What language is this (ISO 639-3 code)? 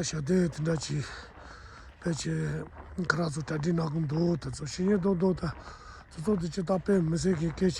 bod